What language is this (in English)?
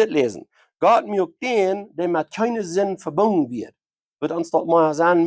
Plautdietsch